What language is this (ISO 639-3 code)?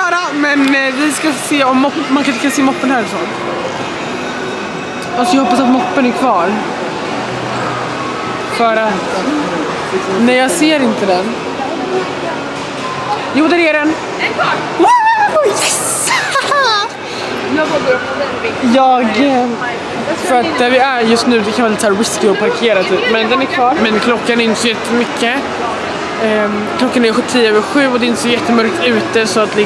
swe